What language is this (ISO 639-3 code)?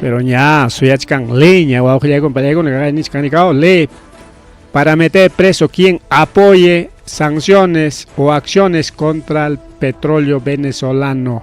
quy